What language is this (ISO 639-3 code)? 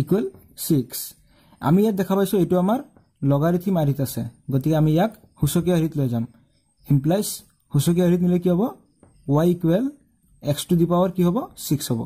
asm